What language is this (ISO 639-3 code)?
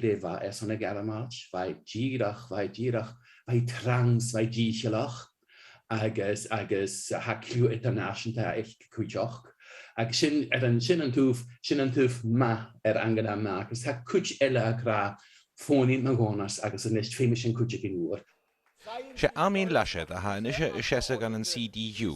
gla